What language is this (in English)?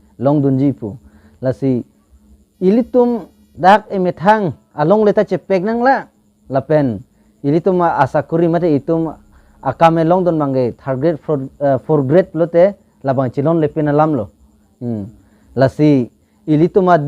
Karbi